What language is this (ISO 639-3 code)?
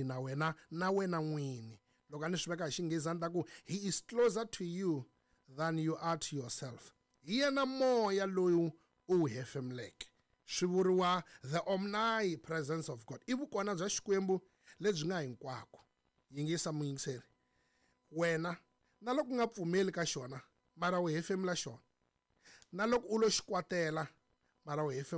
tso